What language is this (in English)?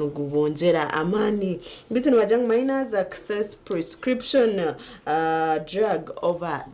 Nyankole